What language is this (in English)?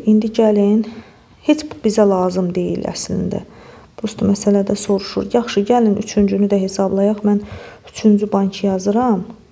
Azerbaijani